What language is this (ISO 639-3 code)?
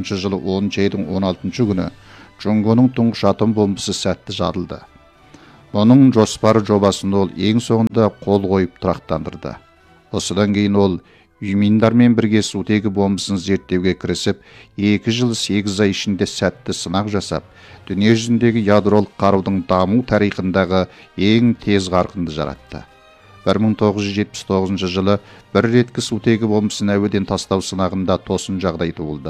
kaz